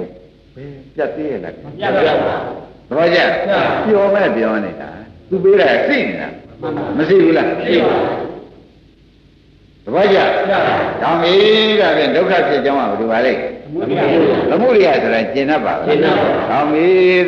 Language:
Burmese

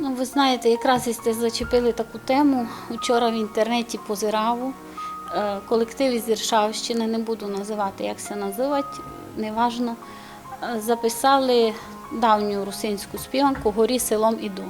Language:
Rusyn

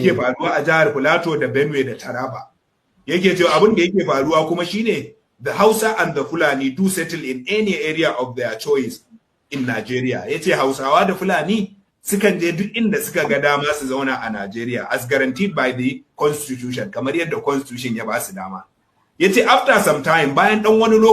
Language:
Hausa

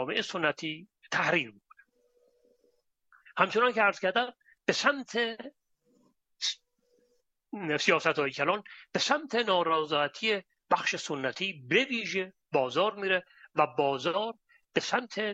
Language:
Persian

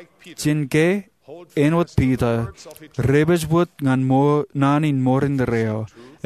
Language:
Marshallese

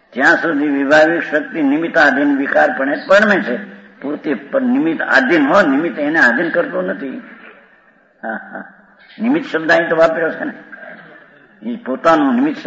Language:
Gujarati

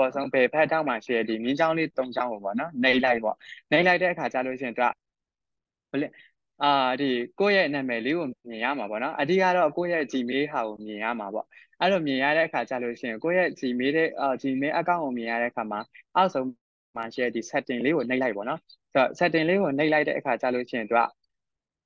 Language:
Burmese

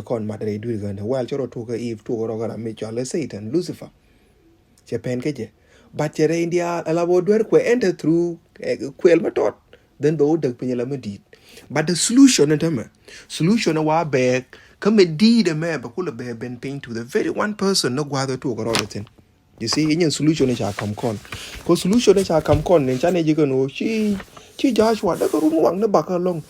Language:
Nuer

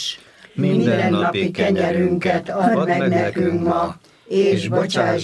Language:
Hungarian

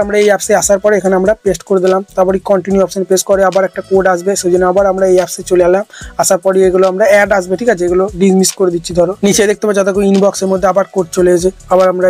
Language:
Bangla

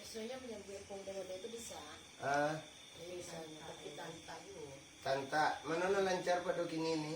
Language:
Minangkabau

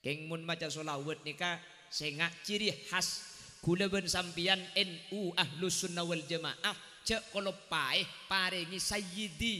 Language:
Madurese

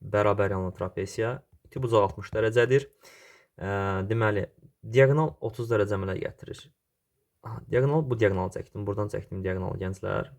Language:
Azerbaijani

